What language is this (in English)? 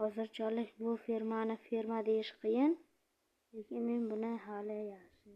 Uzbek